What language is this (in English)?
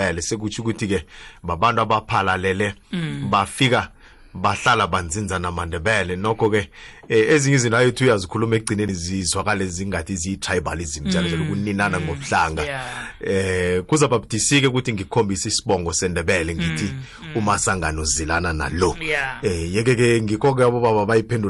South Ndebele